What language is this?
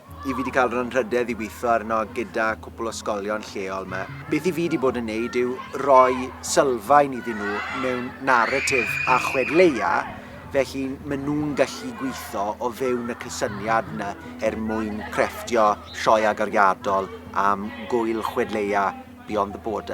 Welsh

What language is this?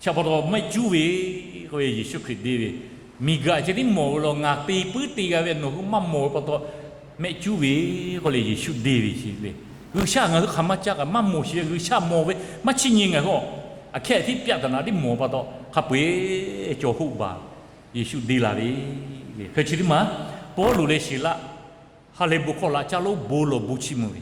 Lahu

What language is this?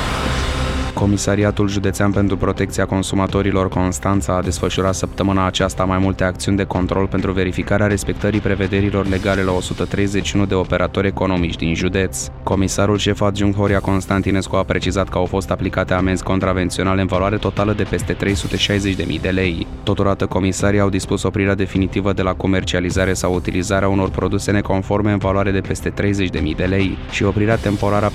Romanian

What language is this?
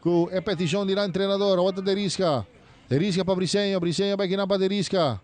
Papiamento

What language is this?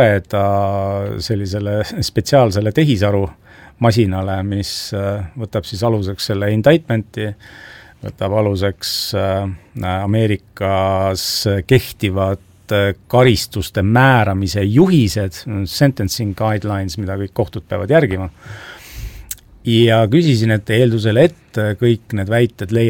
Estonian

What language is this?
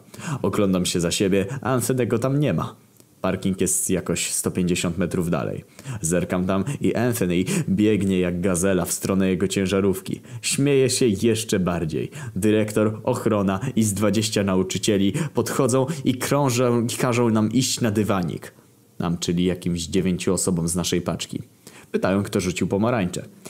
Polish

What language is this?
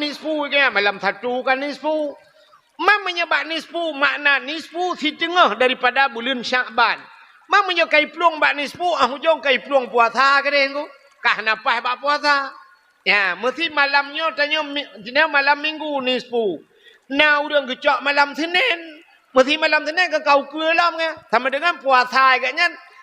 Achinese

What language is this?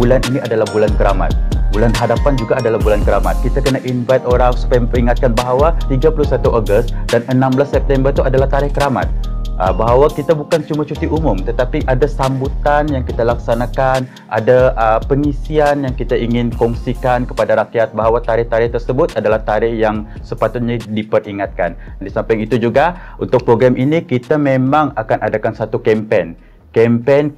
Malay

